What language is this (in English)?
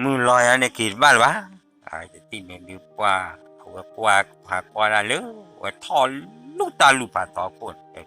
S'gaw Karen